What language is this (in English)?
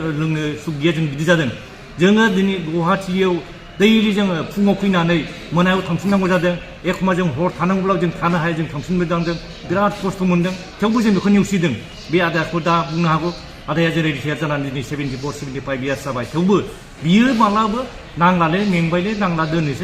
Bodo